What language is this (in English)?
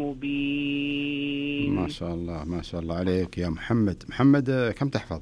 Najdi Arabic